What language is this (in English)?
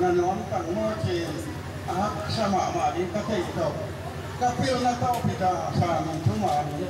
Tedim Chin